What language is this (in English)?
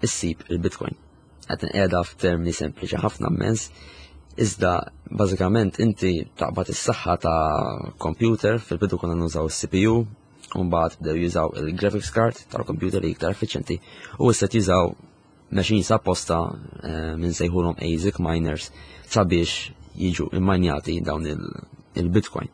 Maltese